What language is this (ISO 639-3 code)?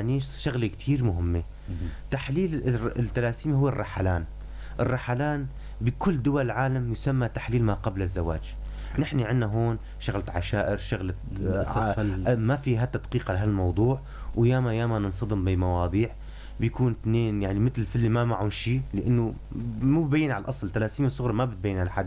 apc